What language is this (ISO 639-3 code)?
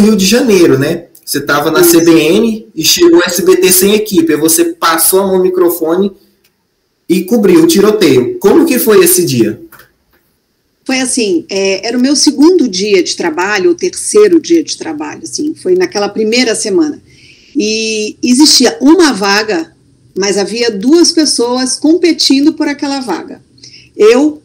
por